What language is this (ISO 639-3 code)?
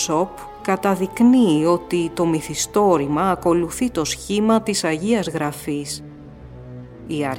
ell